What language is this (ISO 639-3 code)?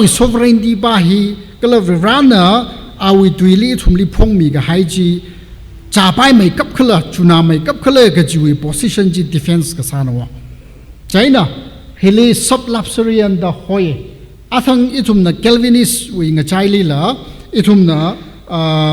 nmf